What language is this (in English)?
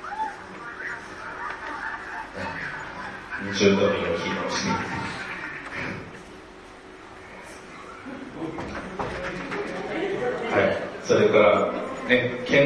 Japanese